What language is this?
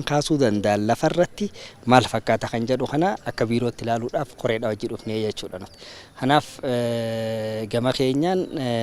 Oromo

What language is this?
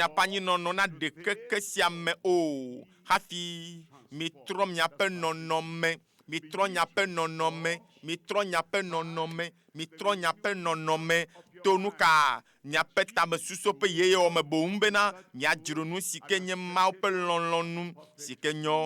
Ewe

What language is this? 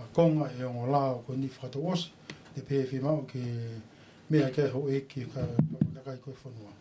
Tongan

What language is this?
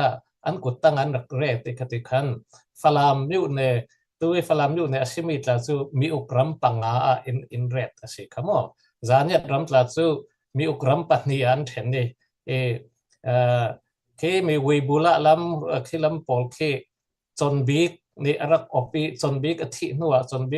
Falam Chin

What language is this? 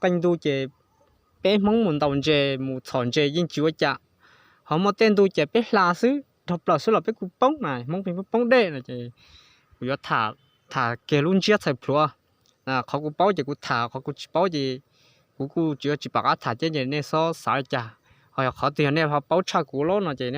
Hmong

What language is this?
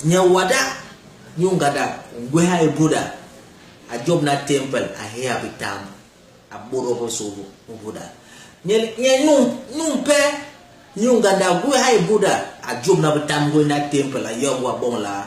Basaa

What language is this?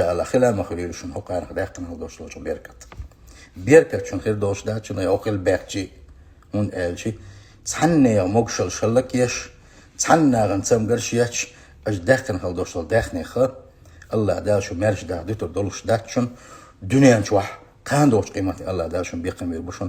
Chechen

